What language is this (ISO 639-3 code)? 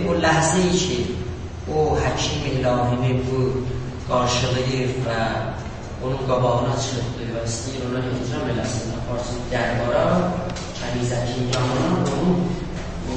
azb